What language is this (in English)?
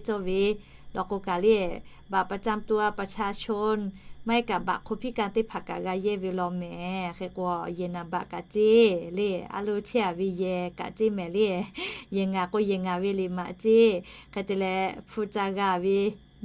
Lahu